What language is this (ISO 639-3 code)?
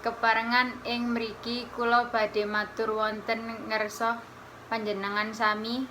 jav